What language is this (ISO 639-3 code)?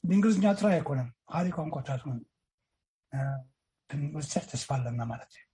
tir